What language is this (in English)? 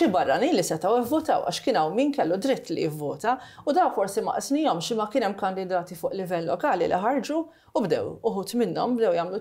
Maltese